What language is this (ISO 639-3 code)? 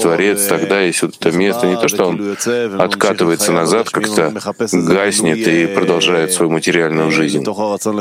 rus